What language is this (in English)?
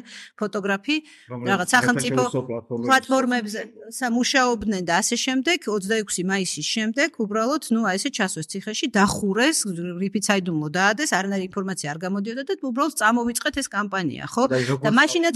Georgian